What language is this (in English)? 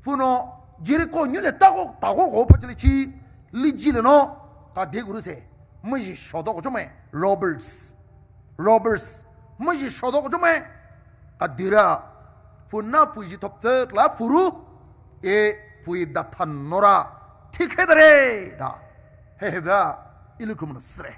Poumei Naga